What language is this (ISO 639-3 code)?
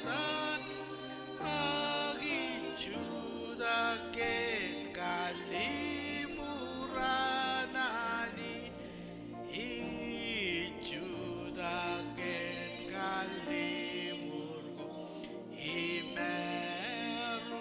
mah